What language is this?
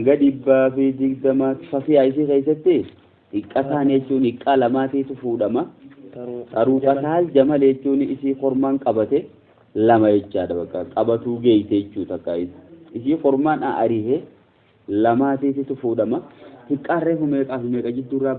Oromo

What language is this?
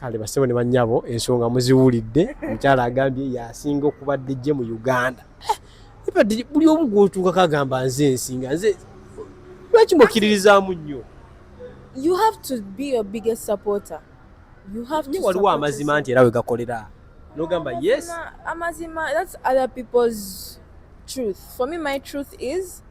Ganda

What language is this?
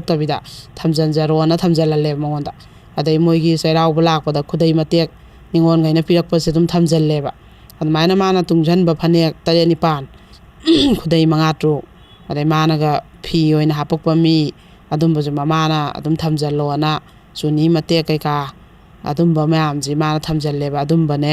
Manipuri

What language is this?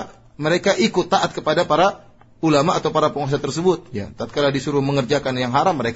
Indonesian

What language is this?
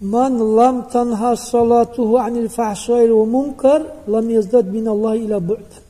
Dargwa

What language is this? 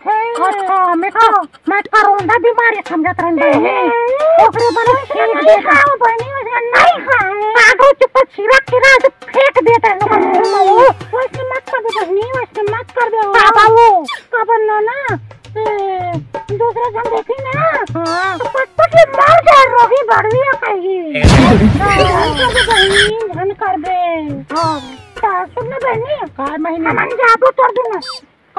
Chhattisgarhi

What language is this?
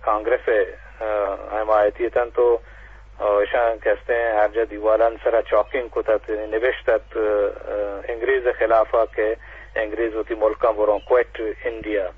Eastern Balochi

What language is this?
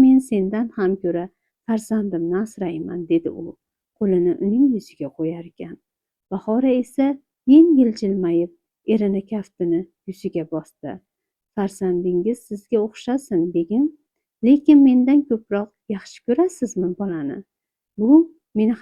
Uzbek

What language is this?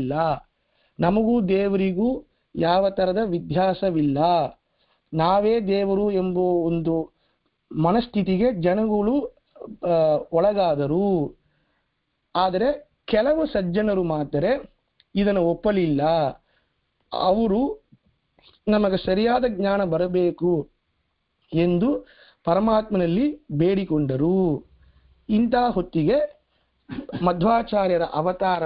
Kannada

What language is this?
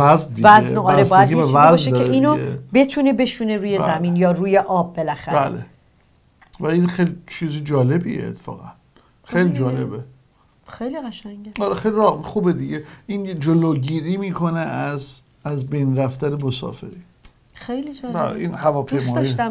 Persian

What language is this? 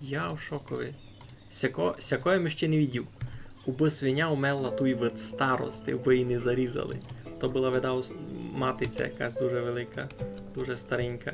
Rusyn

